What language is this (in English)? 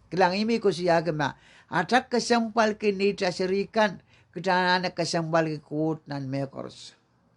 Pohnpeian